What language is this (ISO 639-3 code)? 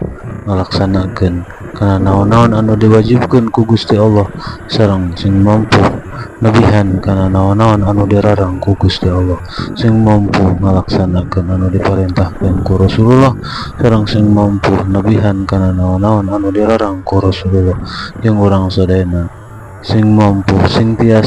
sun